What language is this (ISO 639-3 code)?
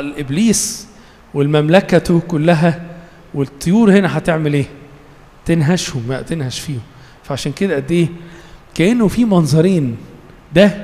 arz